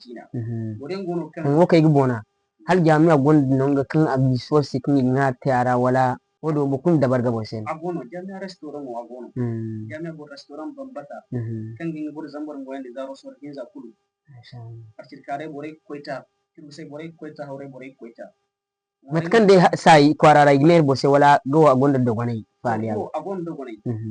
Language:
Zarma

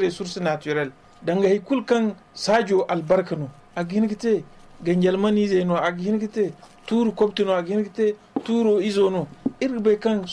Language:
Zarma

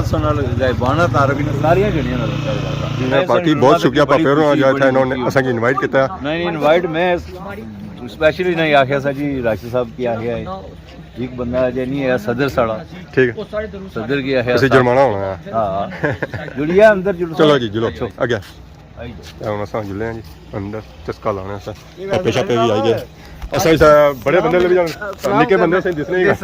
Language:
Pahari-Potwari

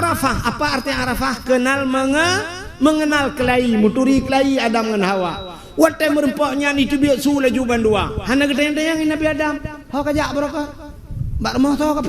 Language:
Achinese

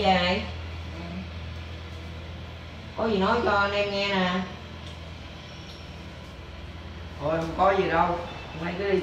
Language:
Vietnamese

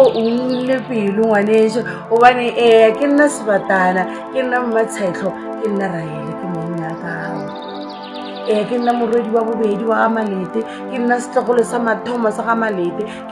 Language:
Northern Sotho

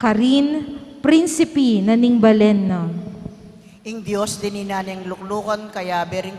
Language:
Pampanga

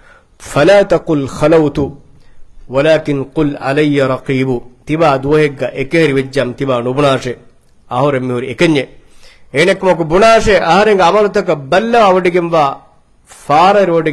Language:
Divehi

